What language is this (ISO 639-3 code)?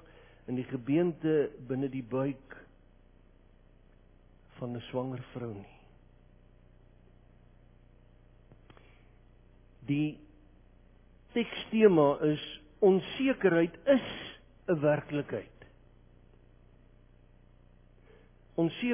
afr